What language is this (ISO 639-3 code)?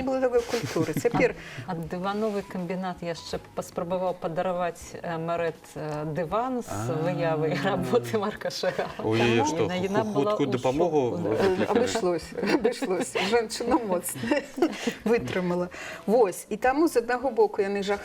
bel